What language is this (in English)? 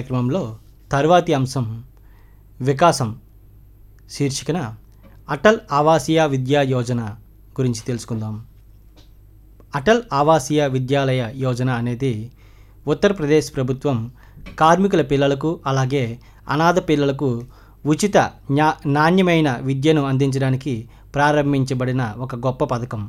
Telugu